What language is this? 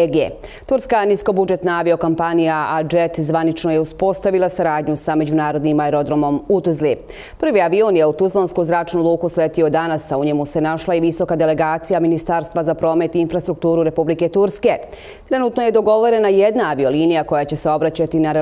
Bosnian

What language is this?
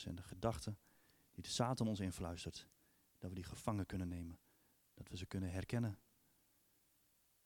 Dutch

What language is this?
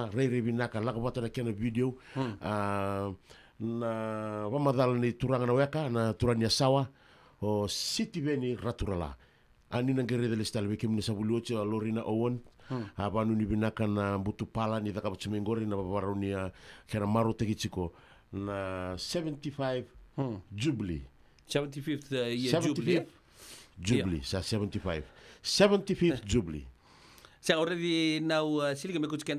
Fijian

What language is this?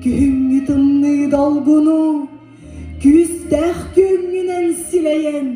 Yakut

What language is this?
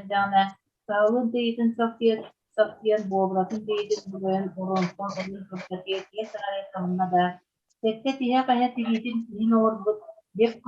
Yakut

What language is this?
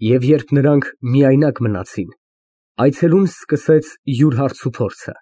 Armenian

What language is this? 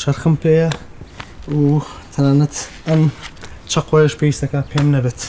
Central Kurdish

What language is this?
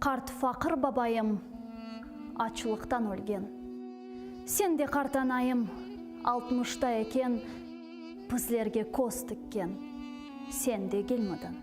Crimean Tatar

